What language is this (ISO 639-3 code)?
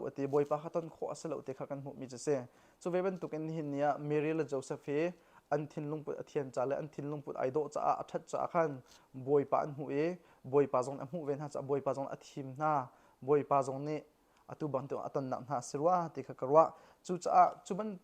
cnh